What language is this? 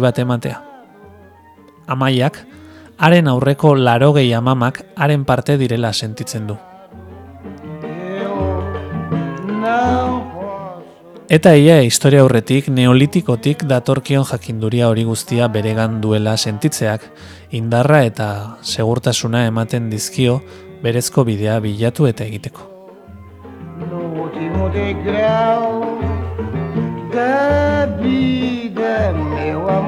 Basque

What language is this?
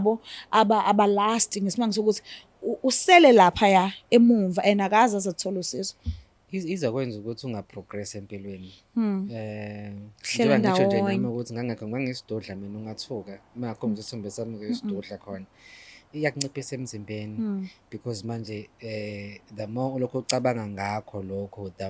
Zulu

